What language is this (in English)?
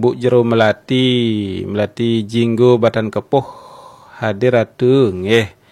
Balinese